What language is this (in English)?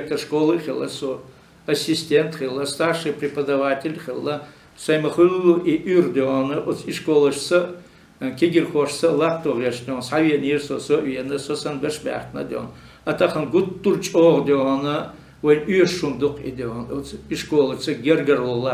Chechen